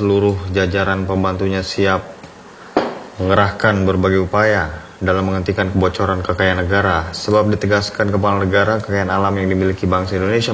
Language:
Indonesian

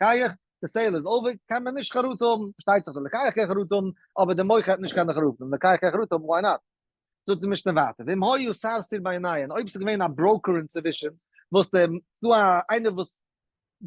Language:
Yiddish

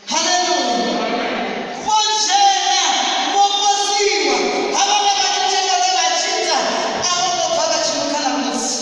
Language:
Venda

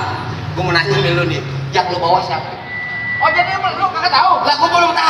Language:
Betawi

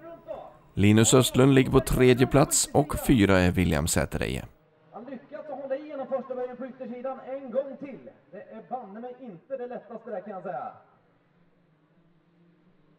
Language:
Swedish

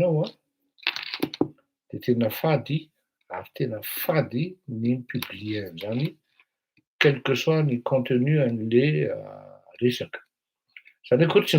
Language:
Malagasy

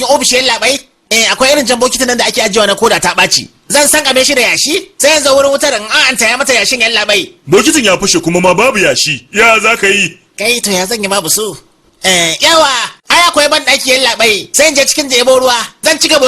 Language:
Hausa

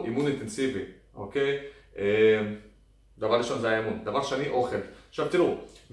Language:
Hebrew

